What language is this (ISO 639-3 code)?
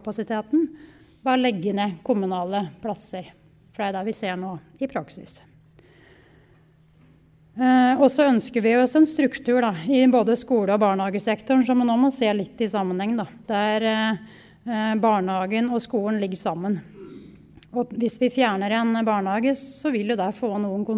nor